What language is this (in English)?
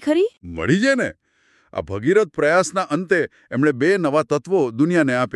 Gujarati